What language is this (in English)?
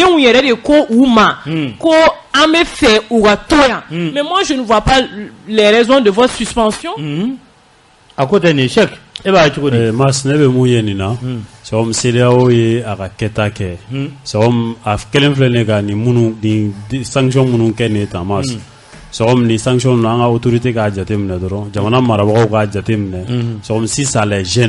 Bambara